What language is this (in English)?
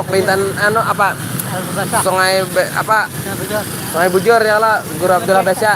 Banjar